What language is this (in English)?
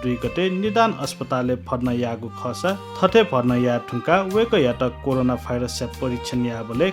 Newari